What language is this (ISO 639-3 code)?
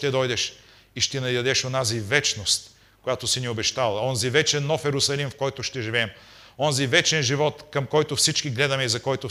bul